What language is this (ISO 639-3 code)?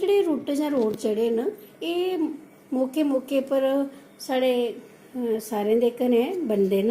doi